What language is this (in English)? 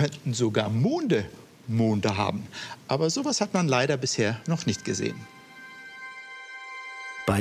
German